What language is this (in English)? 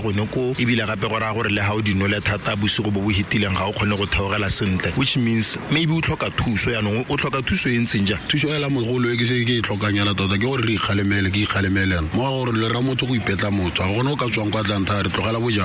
Tswana